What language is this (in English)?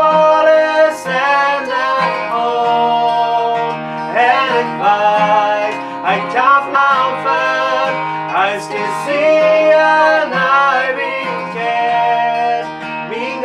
Plautdietsch